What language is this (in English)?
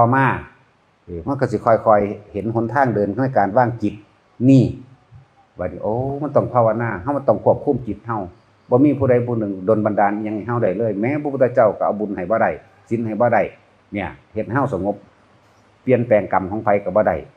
Northeastern Thai